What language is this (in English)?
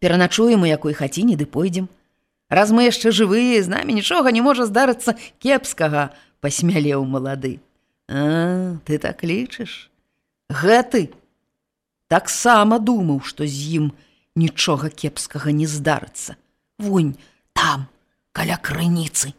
Belarusian